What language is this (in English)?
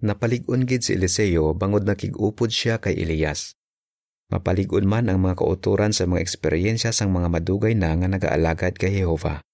Hiligaynon